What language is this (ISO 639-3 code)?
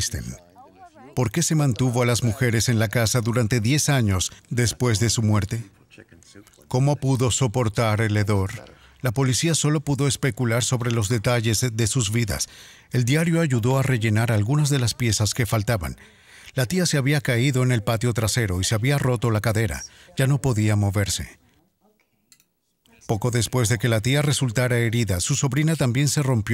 spa